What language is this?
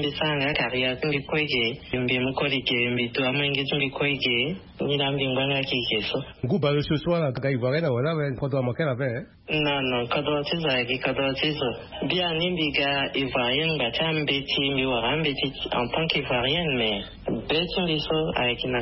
Sango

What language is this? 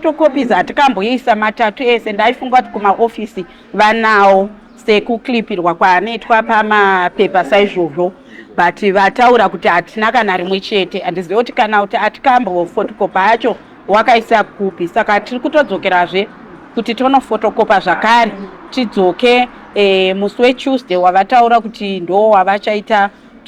Shona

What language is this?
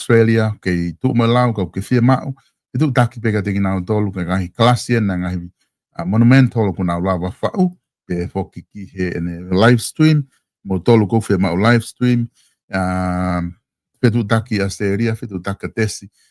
Tongan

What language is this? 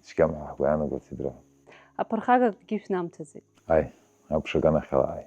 Abkhazian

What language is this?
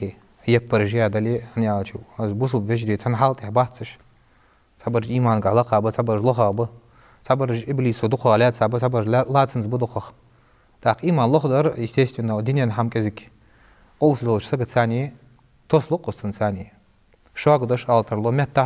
Ingush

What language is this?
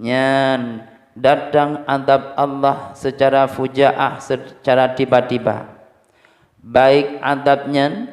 Achinese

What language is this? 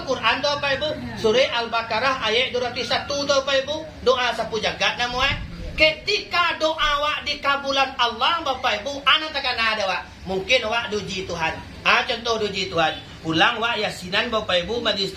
Minangkabau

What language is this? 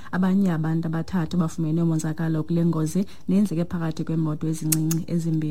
Xhosa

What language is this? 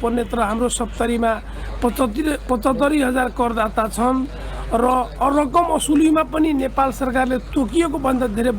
Nepali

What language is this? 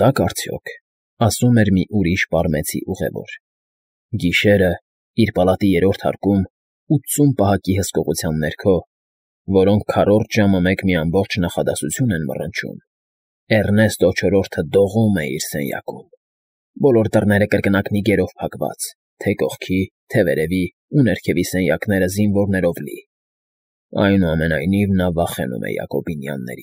Armenian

